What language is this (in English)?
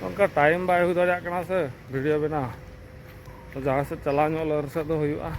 Santali